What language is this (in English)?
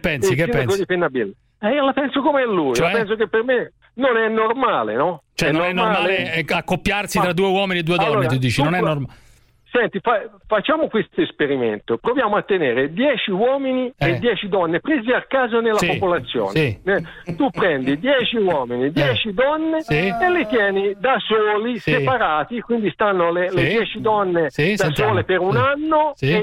Italian